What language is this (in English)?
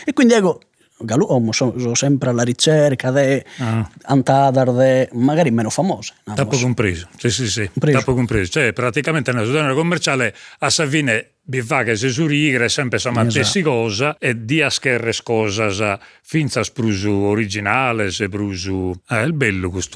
Sardinian